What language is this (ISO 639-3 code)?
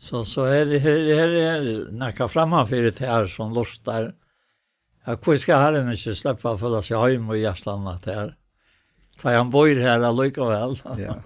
fao